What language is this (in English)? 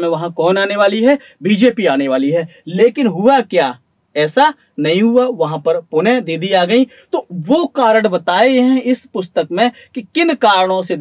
Hindi